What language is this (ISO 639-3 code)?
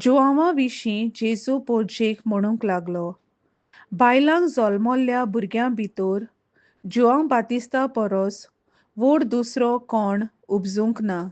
kok